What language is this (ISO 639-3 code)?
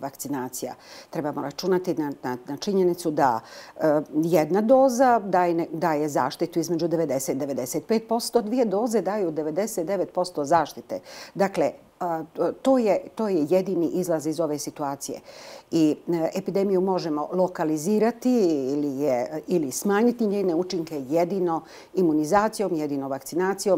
bos